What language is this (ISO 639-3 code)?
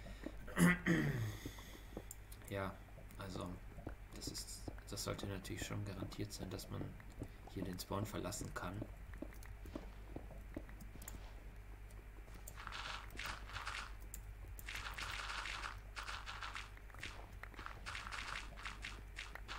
deu